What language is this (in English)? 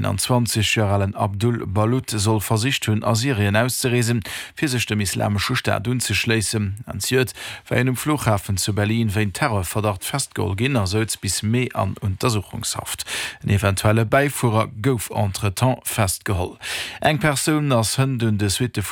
Luxembourgish